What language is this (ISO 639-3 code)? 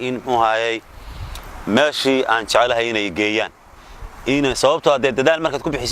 som